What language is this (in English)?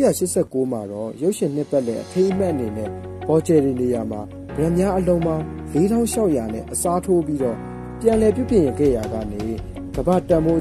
Burmese